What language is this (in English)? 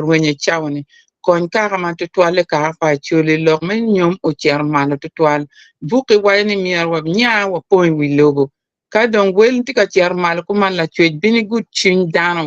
Acoli